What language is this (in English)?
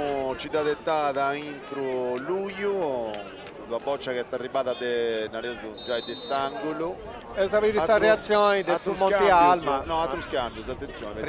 Sardinian